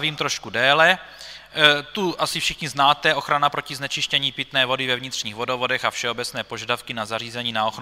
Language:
Czech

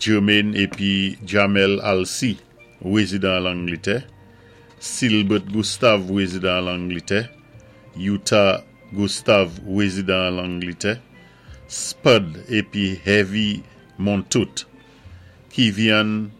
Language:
Saint Lucian Creole French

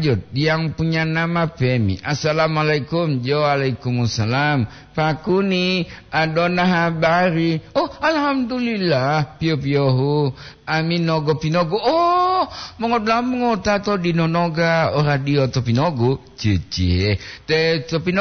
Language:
Gorontalo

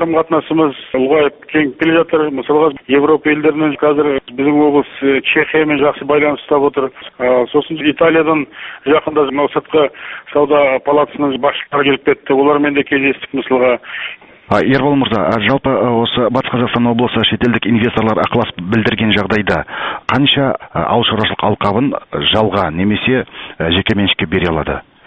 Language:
Kazakh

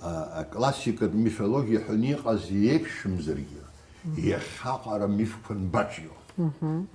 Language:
Abkhazian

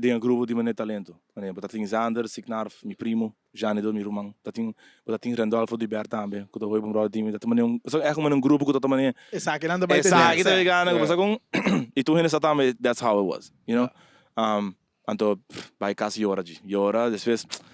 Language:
Papiamento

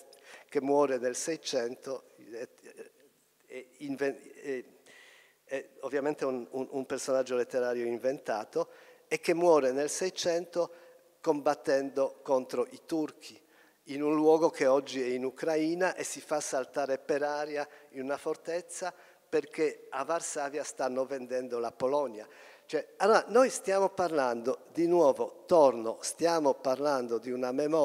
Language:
Italian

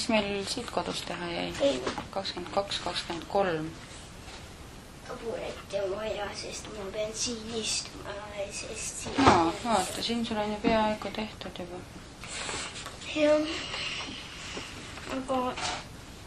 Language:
Estonian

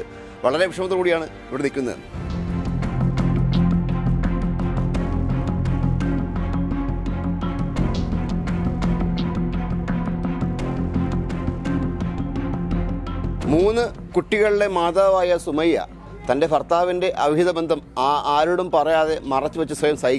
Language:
Malayalam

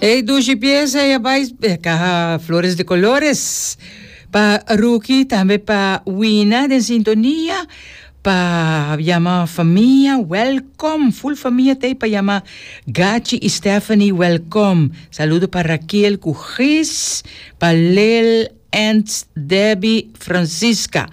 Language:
Papiamento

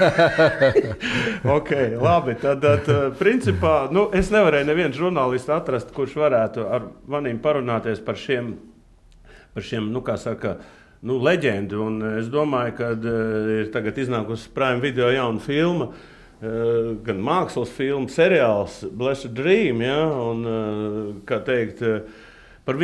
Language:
Latvian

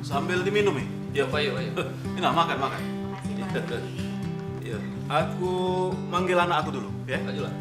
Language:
Musi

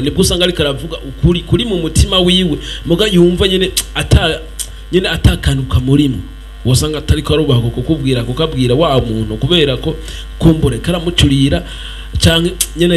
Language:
Rundi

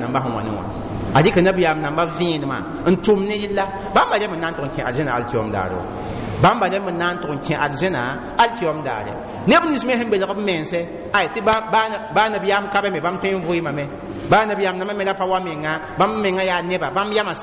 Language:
Mossi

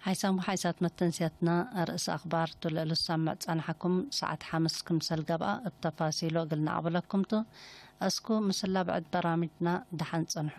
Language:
Tigre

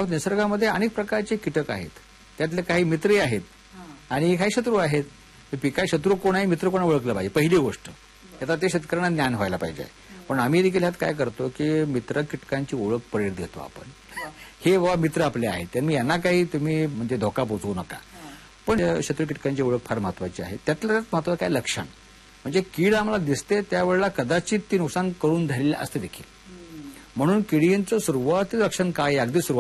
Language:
Marathi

